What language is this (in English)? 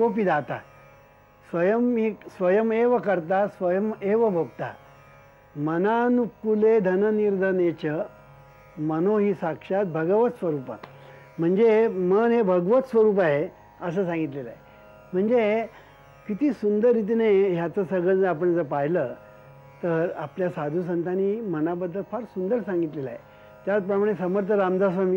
Marathi